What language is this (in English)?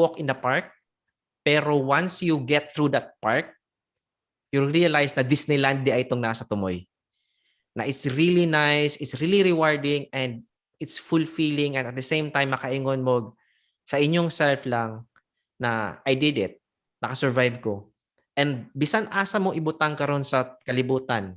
Cebuano